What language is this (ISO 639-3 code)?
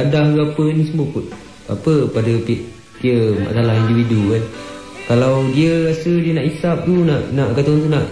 msa